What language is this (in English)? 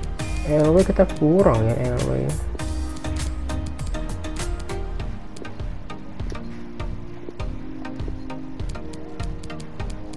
Indonesian